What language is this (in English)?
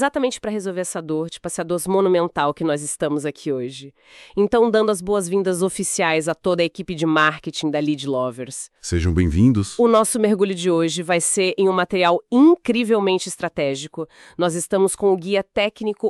Portuguese